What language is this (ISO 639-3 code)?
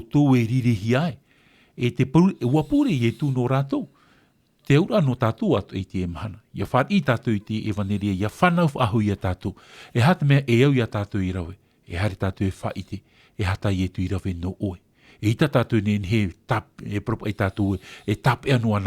tah